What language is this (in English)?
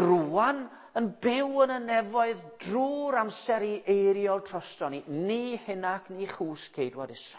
Welsh